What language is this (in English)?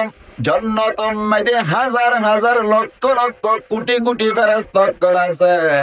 Rohingya